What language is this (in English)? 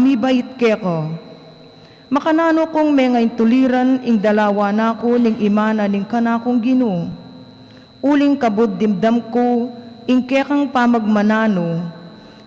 Pampanga